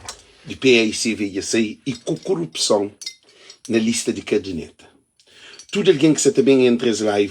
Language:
Kabuverdianu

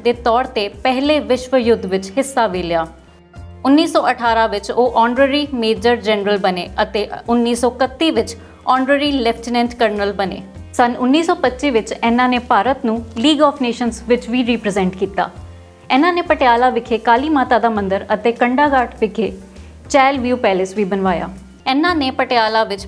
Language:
Punjabi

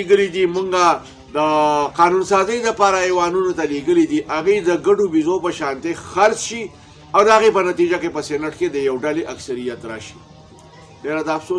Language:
Pashto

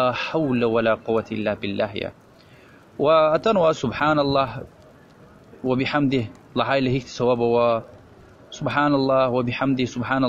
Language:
Lezghian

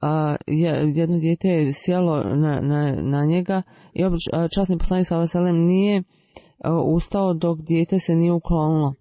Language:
Bosnian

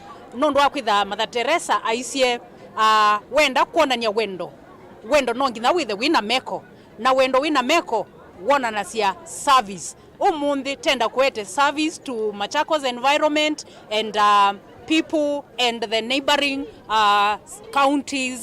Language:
Kamba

